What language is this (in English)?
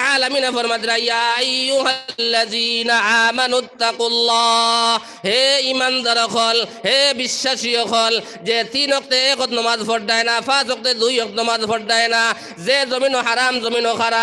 Sylheti